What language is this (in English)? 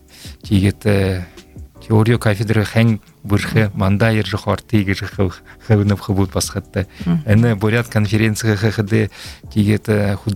Buriat